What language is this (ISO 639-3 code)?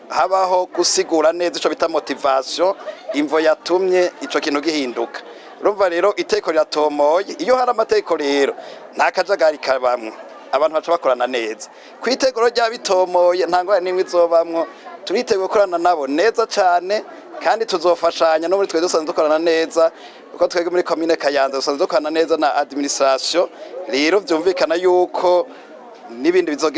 run